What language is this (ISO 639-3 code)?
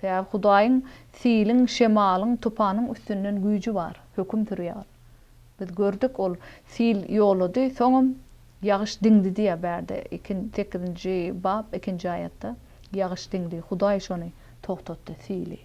tuk